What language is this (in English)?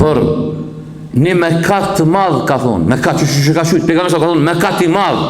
Albanian